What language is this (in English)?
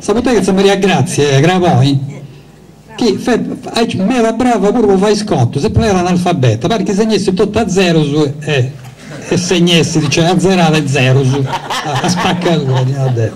Sardinian